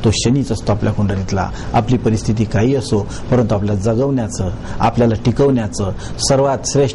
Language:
Marathi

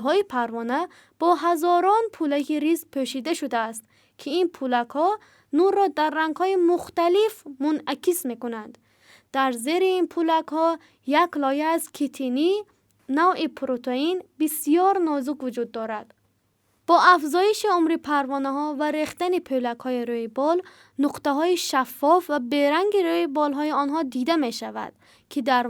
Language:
Tajik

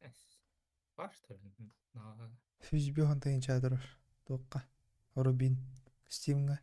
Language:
Yakut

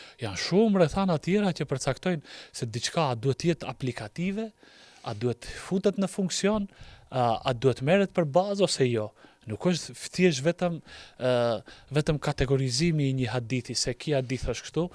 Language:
Albanian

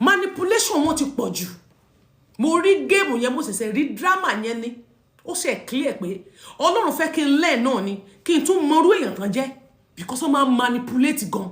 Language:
Yoruba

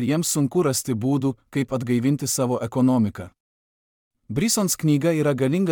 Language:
Lithuanian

